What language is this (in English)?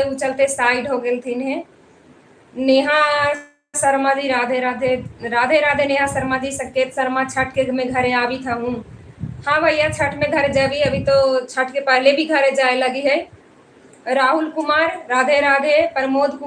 Magahi